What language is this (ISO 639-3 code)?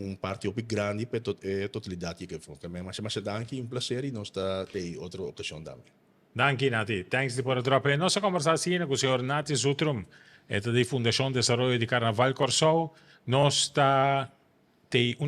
pap